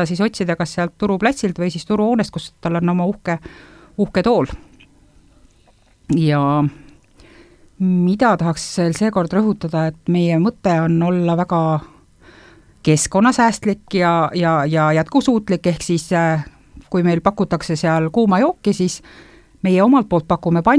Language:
Estonian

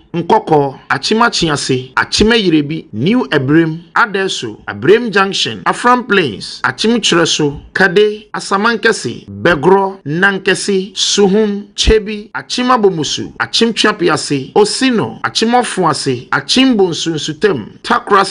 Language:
Akan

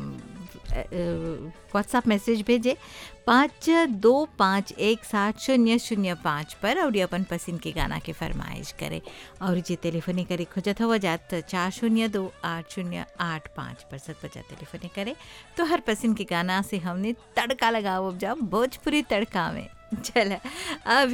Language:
Bhojpuri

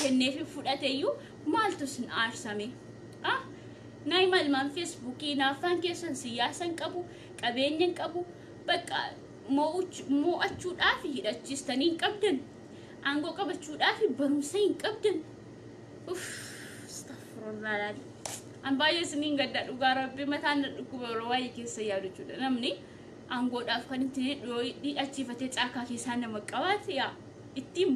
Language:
Oromo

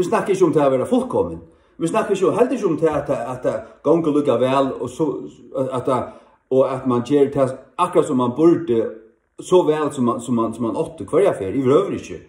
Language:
Faroese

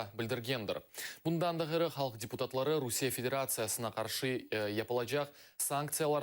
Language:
Crimean Tatar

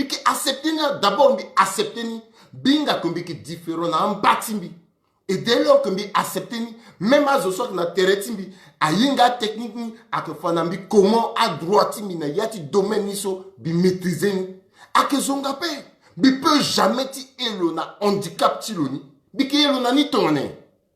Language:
Sango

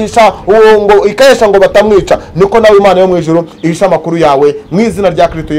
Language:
Kinyarwanda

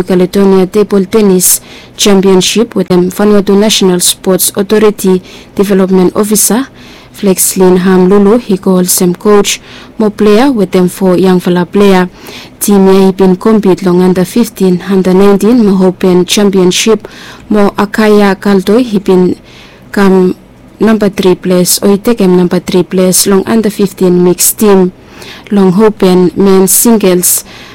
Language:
Bislama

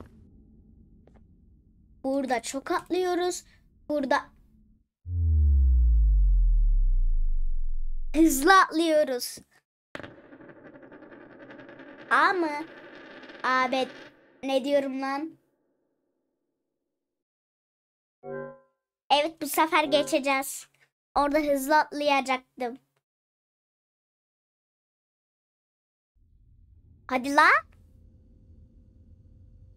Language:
Turkish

